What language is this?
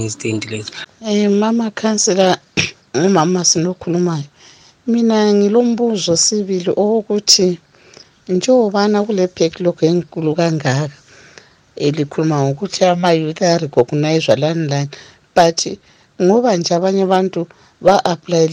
North Ndebele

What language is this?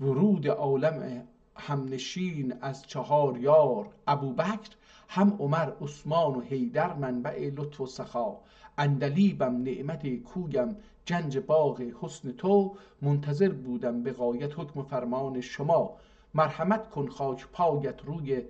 South Azerbaijani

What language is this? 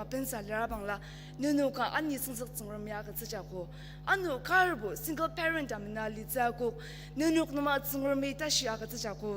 Ao Naga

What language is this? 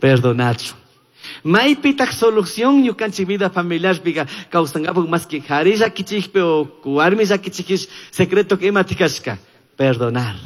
Chimborazo Highland Quichua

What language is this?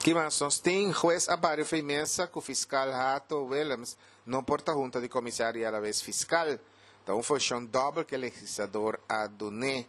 Papiamento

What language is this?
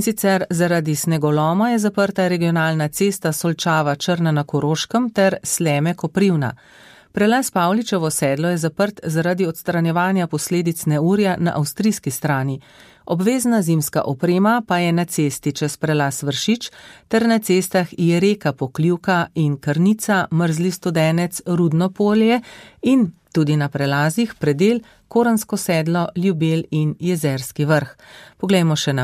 Slovenian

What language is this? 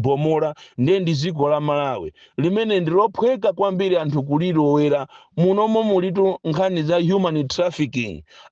Nyanja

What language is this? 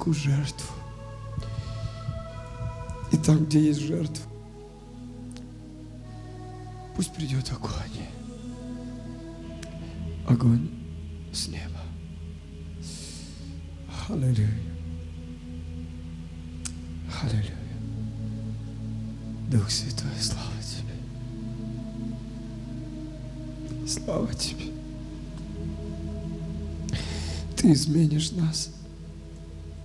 Russian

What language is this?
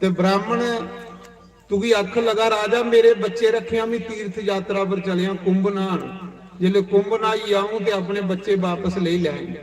Dogri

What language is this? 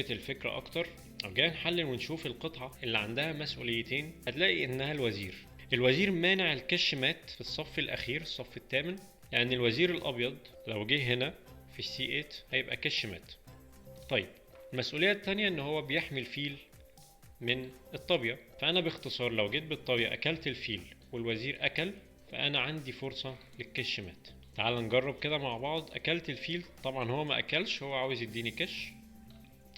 Egyptian Arabic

